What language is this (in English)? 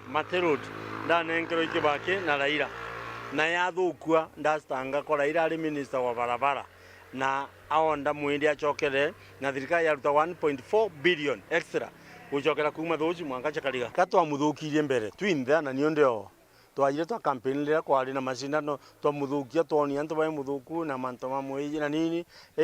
Meru